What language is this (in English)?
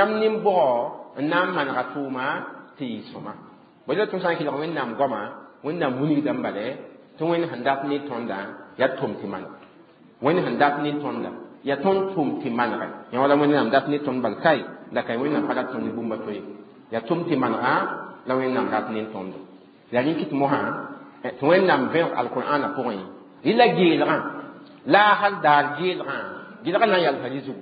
Mossi